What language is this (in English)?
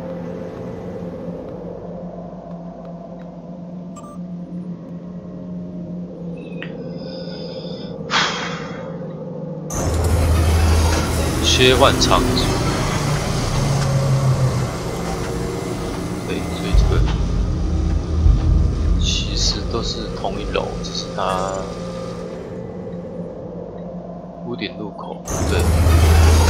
Chinese